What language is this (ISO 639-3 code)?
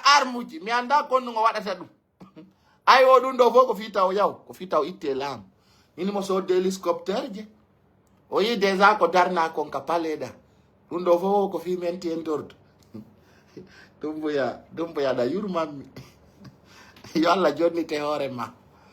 ful